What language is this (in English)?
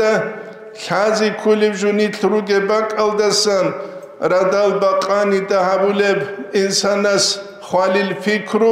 Avaric